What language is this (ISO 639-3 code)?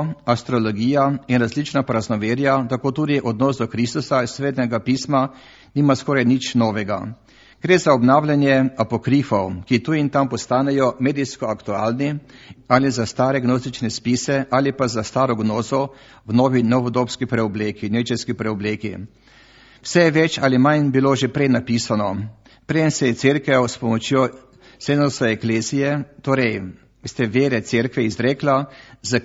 slv